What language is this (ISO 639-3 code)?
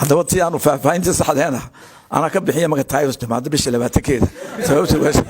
som